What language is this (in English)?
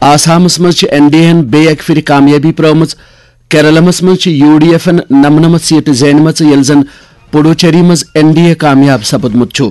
Kashmiri